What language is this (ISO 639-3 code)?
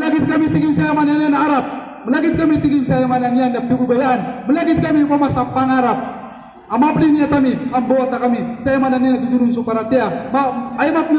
mrw